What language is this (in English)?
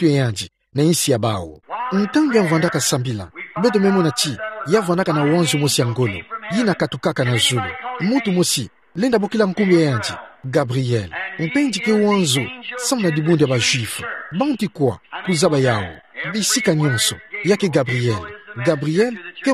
Kituba (Democratic Republic of Congo)